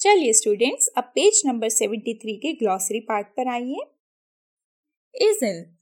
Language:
Hindi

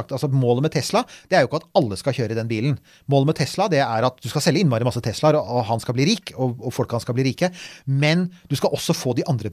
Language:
Norwegian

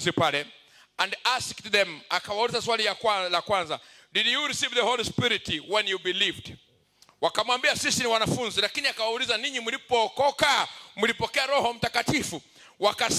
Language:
Swahili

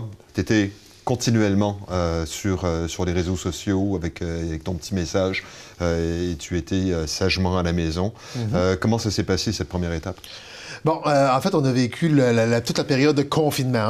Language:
French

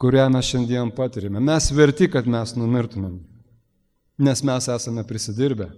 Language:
Lithuanian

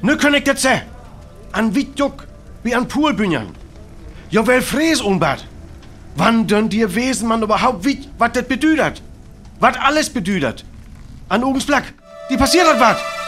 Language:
Northern Frisian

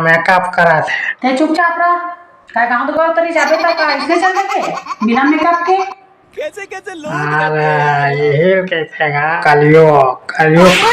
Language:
Chhattisgarhi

